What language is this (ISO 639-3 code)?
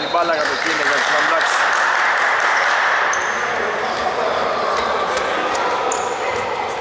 ell